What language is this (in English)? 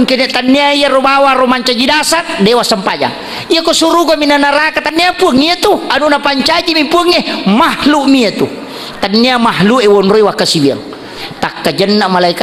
Buginese